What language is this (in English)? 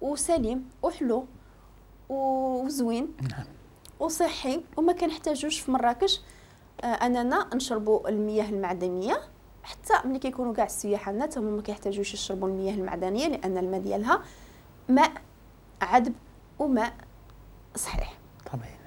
Moroccan Arabic